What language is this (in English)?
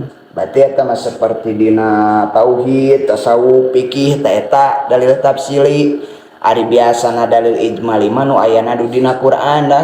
Sundanese